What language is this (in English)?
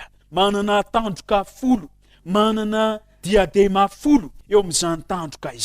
Malagasy